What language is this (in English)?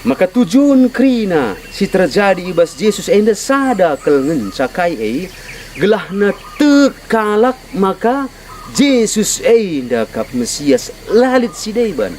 Batak Karo